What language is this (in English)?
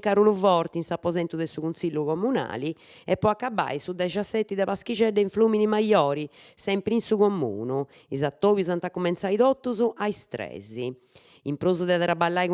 Sardinian